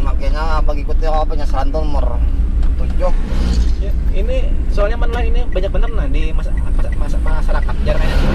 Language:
Banjar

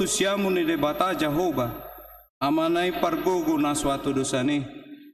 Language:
Batak Toba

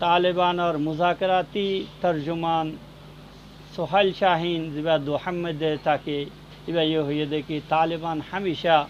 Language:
Rohingya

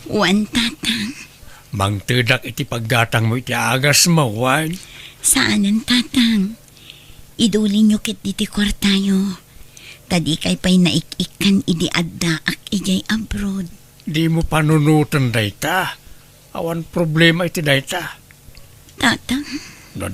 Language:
Iloko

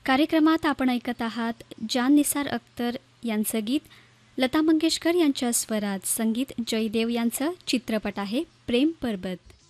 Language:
Marathi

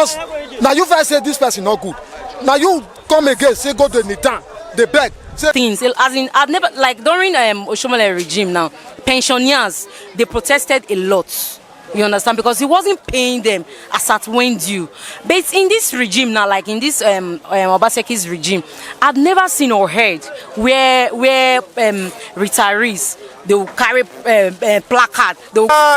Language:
Nigerian Pidgin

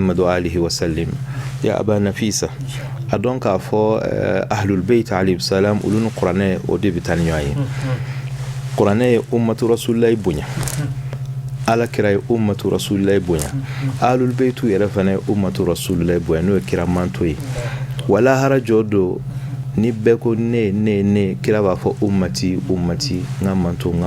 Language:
Bambara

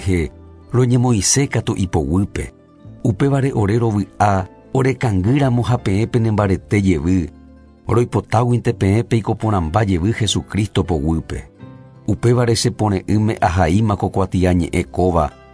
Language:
Guarani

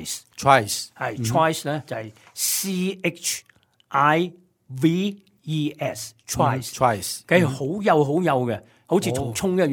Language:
Cantonese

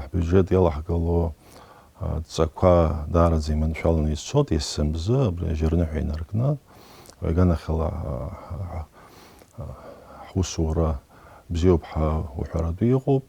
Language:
Abkhazian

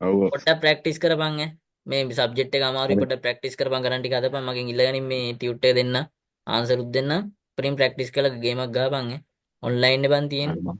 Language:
Sinhala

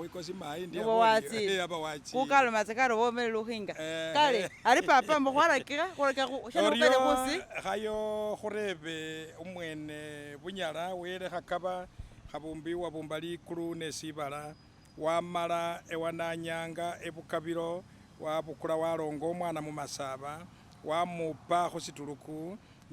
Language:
Masaaba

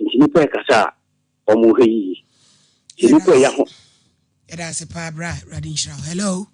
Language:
Akan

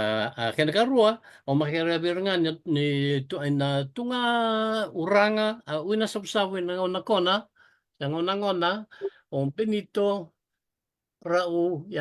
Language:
Fijian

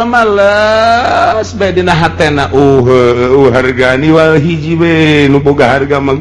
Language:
Sundanese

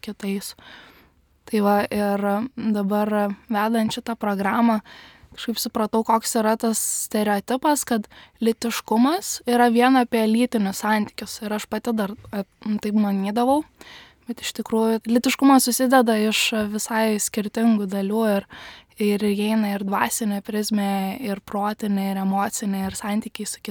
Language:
Lithuanian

